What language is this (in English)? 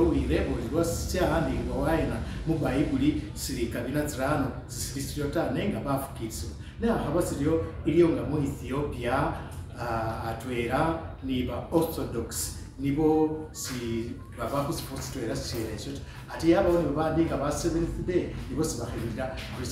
Masaaba